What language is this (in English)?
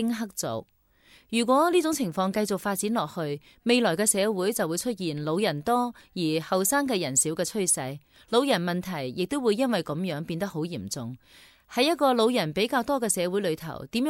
Cantonese